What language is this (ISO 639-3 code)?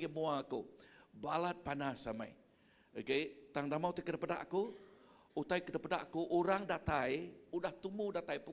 iba